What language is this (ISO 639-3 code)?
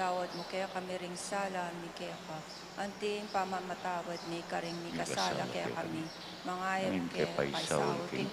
pam